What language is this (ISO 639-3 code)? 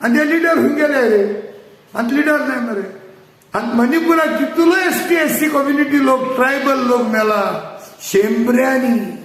kok